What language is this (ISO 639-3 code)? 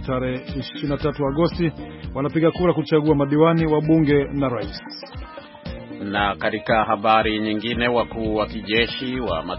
swa